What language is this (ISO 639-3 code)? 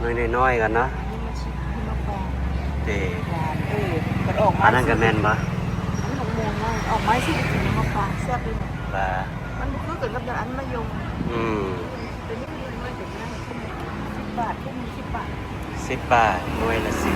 lao